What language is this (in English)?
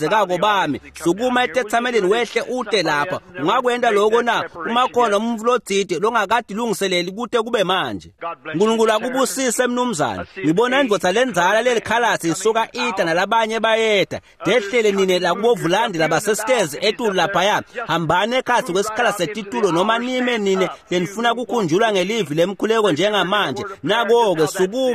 Swati